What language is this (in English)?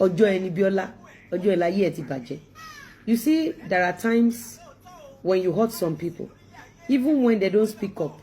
Yoruba